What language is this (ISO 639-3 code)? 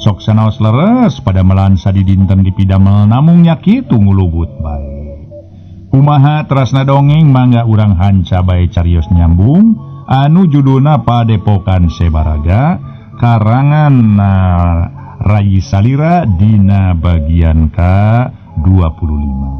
sun